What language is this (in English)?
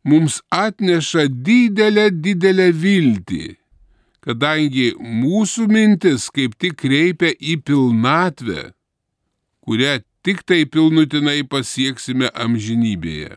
Lithuanian